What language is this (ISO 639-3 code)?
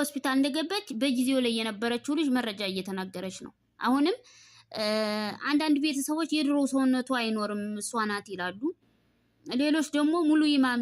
amh